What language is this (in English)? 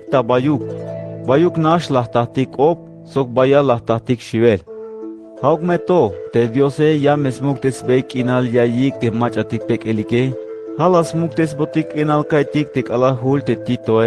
Tzeltal